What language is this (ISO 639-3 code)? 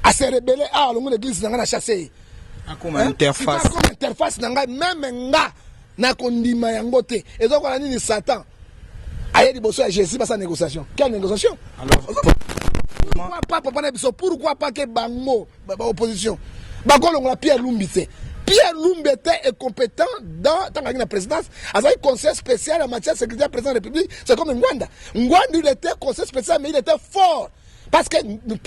lin